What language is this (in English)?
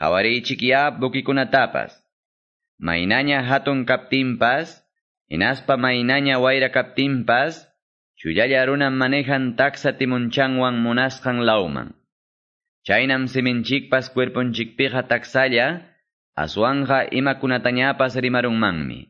Quechua